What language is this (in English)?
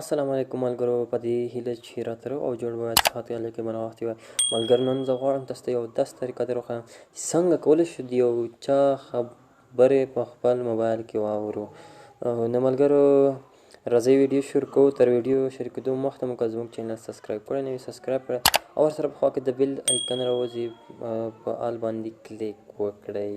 Pashto